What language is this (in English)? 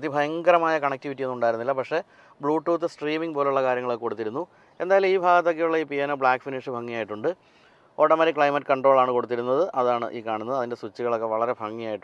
Malayalam